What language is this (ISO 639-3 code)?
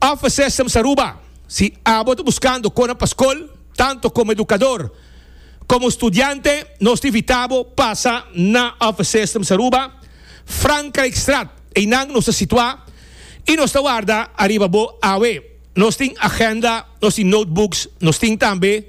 pap